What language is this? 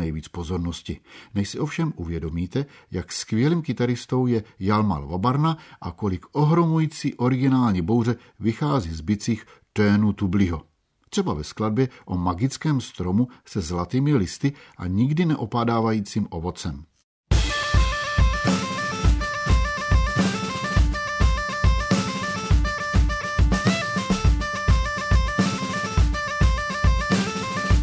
Czech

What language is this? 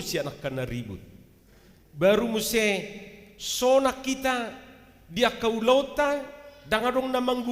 Batak Toba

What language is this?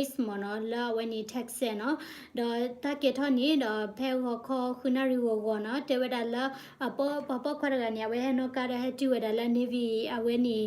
S'gaw Karen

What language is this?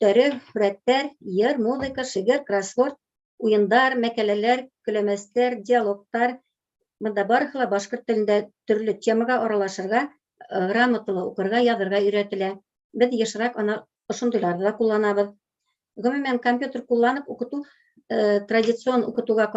Bashkir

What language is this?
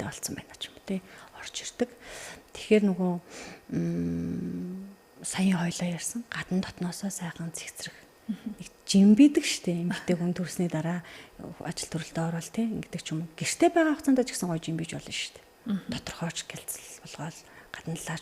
Mongolian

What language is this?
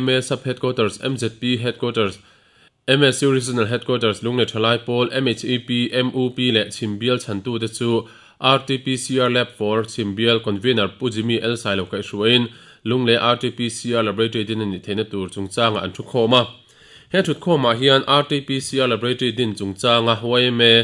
Mizo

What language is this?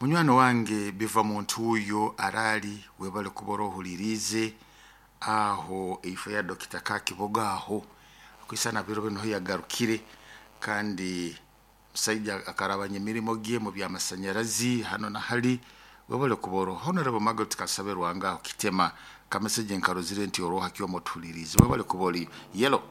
Nyoro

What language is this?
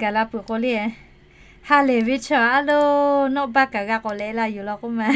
Lahu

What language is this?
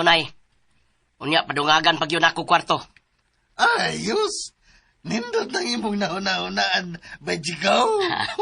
Cebuano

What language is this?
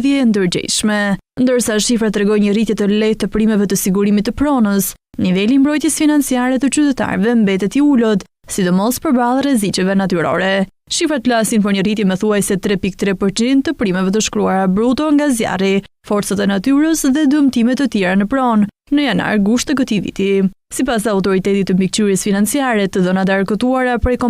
Albanian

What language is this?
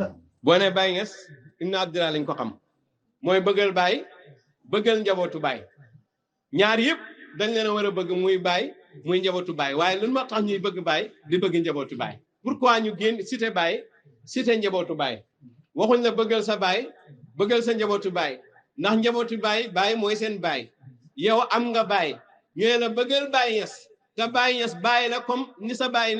Wolof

